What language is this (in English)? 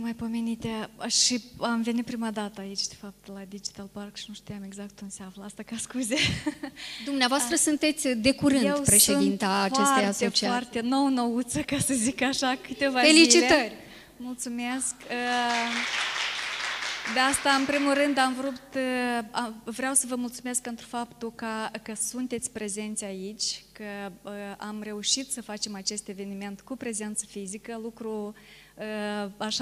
Romanian